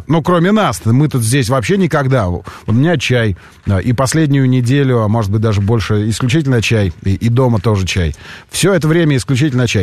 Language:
Russian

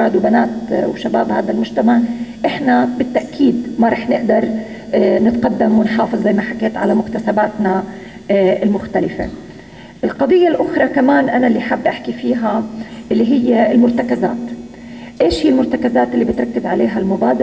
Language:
North Levantine Arabic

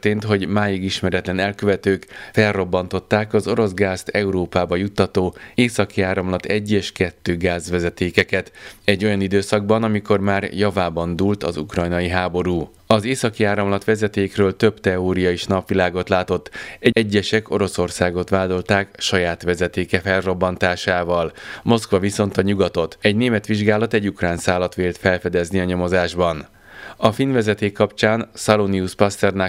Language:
Hungarian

